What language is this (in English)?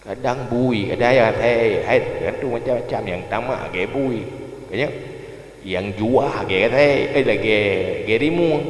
Achinese